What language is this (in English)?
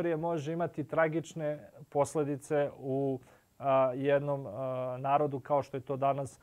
Serbian